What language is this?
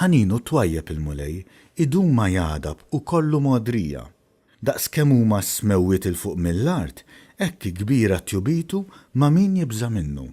Maltese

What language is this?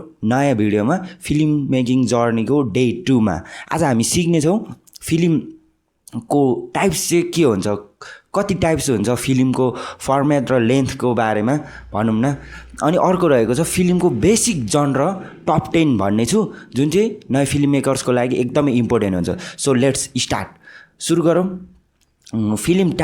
Nepali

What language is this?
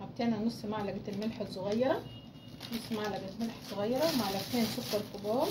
Egyptian Arabic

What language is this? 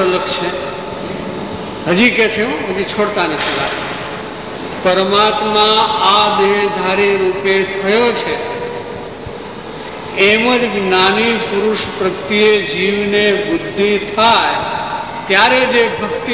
Gujarati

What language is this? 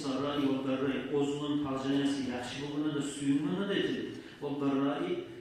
Kumyk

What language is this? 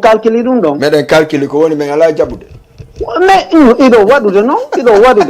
Fula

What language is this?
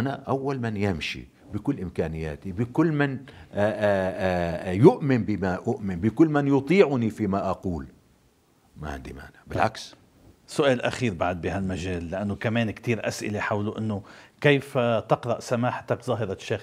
North Levantine Arabic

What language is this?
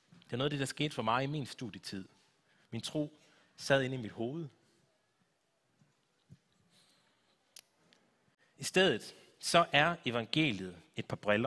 Danish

